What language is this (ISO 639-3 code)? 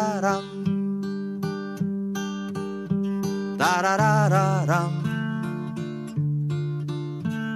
hun